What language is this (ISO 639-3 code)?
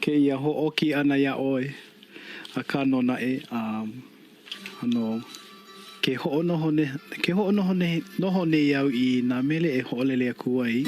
haw